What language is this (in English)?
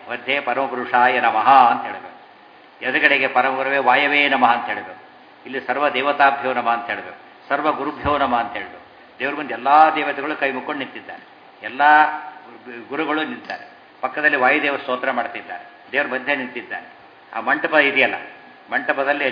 Kannada